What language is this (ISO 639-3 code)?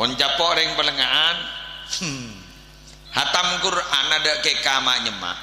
mad